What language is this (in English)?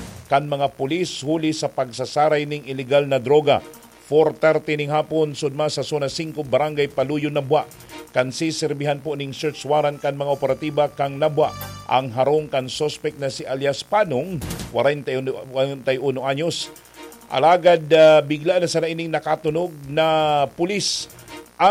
Bikol